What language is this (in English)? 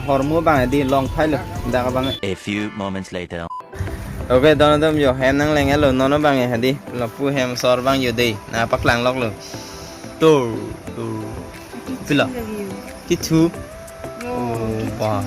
Karbi